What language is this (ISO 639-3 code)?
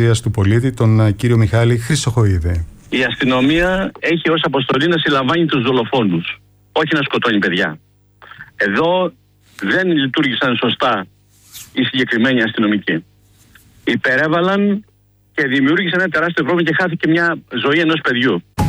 ell